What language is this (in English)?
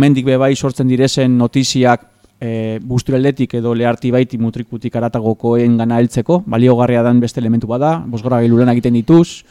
Basque